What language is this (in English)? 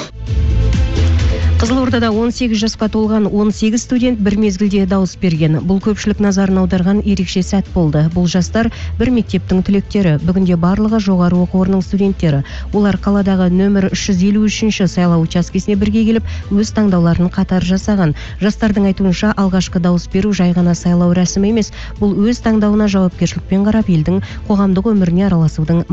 Kazakh